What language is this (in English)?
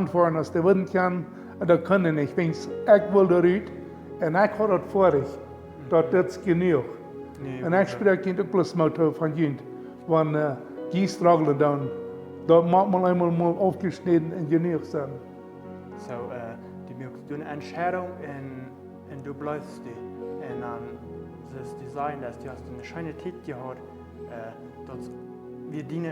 Plautdietsch